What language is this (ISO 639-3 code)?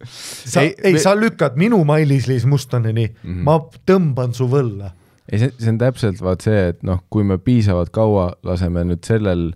est